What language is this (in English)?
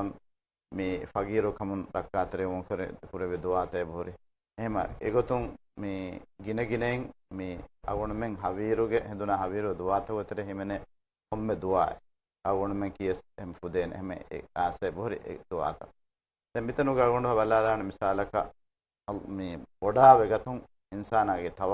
Divehi